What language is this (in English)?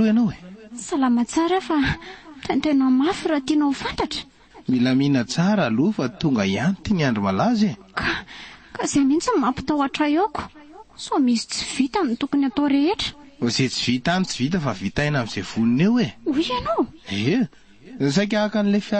Malagasy